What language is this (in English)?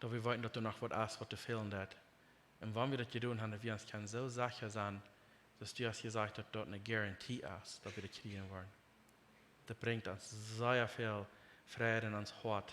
Plautdietsch